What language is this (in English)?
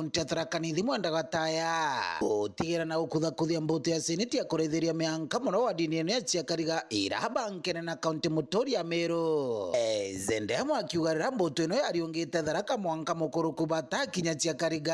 Meru